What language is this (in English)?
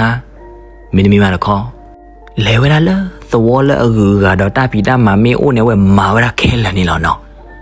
S'gaw Karen